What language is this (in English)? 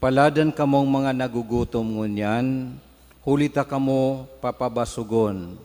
Bikol